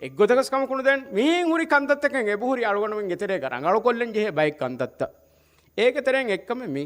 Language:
Divehi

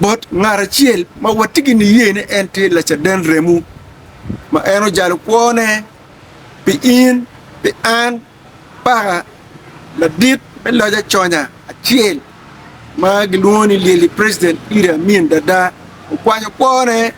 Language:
Acoli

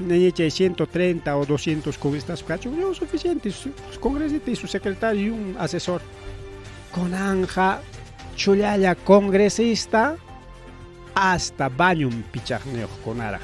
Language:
Ayacucho Quechua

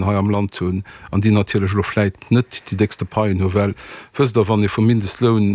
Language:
Luxembourgish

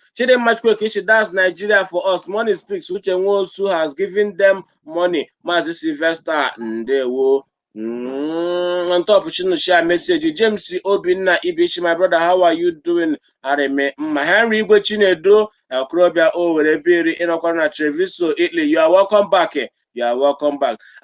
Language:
Igbo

